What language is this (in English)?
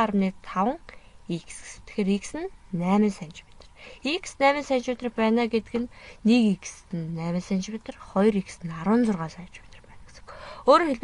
Mongolian